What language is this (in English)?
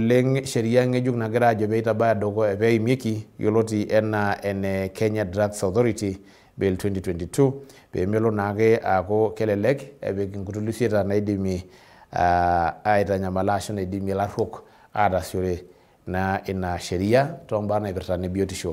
Masai